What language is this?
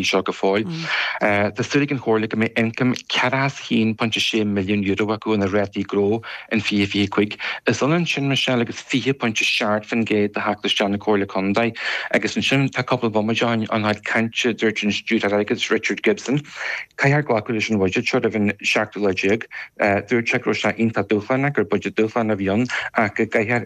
Irish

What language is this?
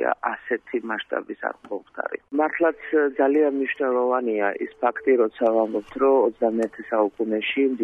Georgian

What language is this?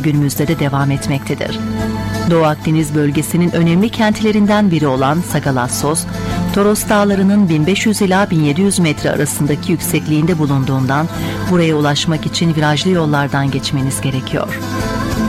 Turkish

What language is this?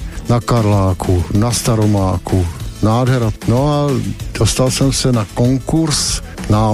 Czech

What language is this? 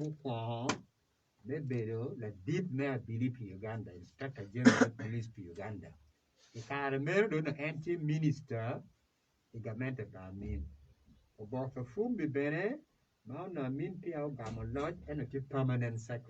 Acoli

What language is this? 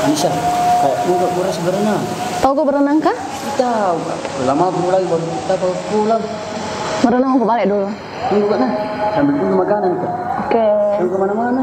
Makassar Malay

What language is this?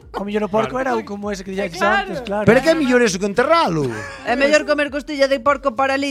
Galician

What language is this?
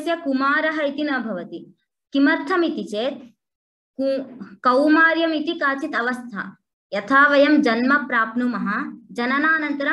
Sanskrit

